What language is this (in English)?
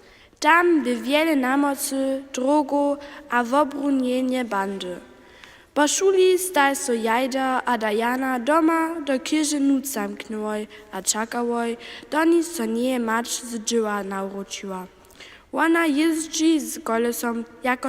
Upper Sorbian